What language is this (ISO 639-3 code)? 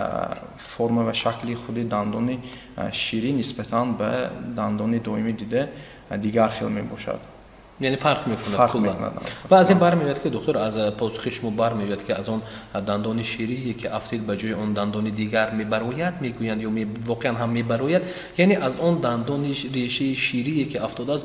tgk